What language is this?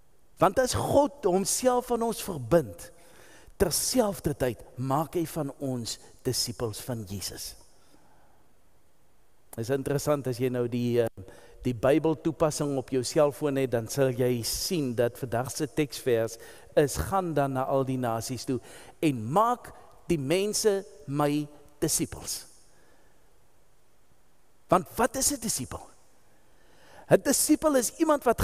Afrikaans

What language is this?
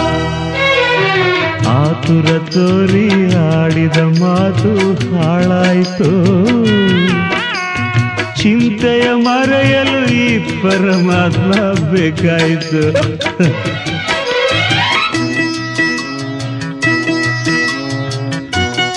Kannada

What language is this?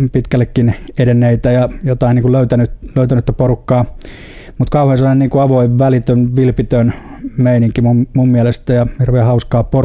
Finnish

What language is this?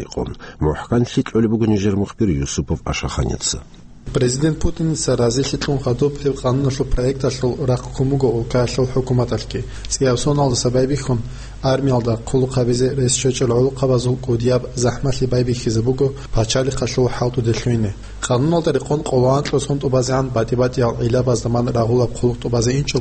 Avaric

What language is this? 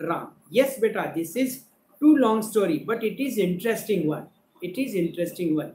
Marathi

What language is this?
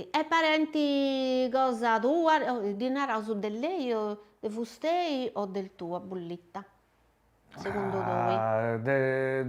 Sardinian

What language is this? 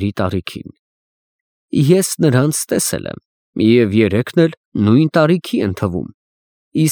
Armenian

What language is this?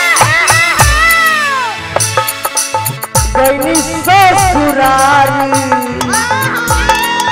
Bhojpuri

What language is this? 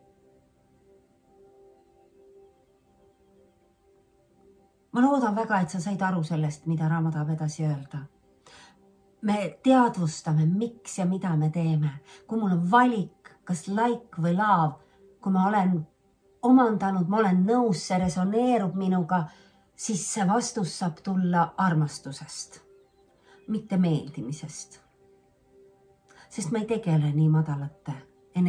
Estonian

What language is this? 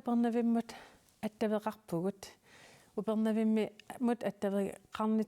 Kalaallisut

